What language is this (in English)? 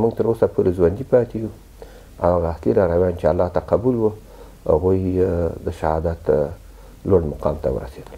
Pashto